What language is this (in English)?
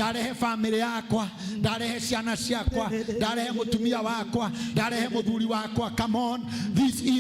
Kikuyu